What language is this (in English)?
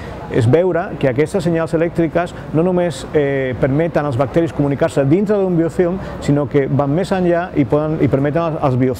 Catalan